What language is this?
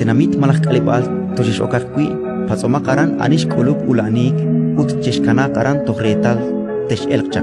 Kekchí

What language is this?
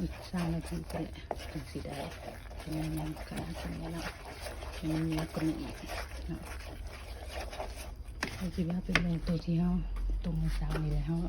Lao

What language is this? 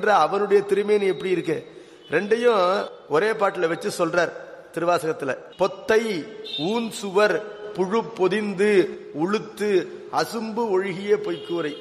Tamil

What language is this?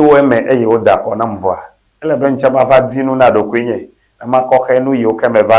Ewe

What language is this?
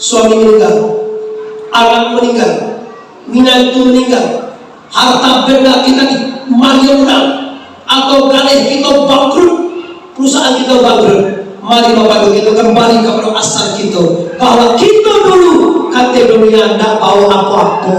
Minangkabau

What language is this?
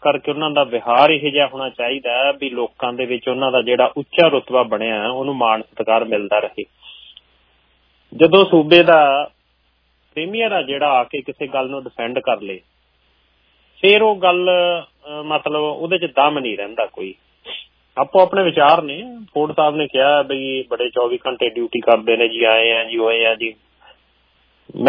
Punjabi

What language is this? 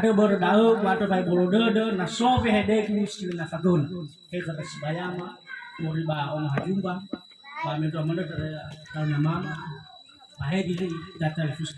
Nias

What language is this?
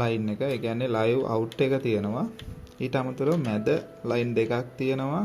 Sinhala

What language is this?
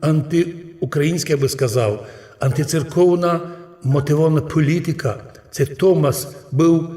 Rusyn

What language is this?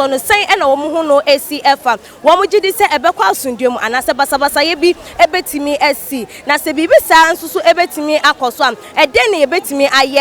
Akan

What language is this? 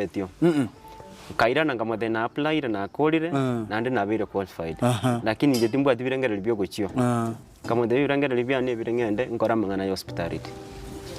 Gusii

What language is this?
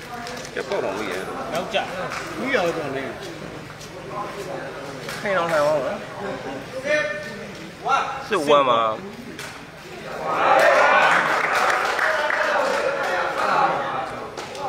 Burmese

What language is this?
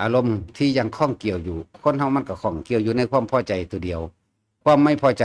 Northeastern Thai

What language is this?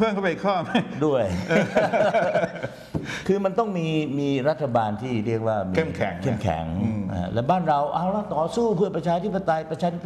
Thai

